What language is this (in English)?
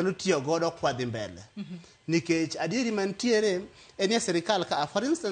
Luo (Kenya and Tanzania)